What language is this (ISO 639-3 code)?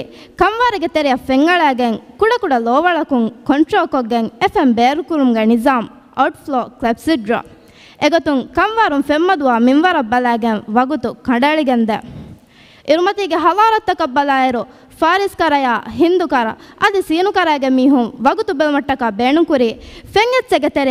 div